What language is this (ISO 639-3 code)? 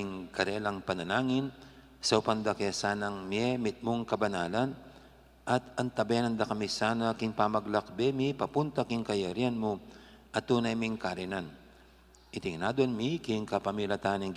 pam